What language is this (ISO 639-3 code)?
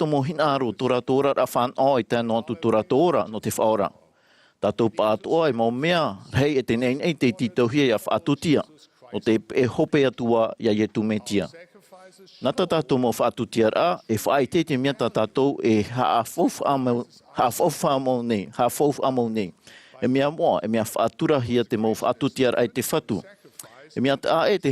tah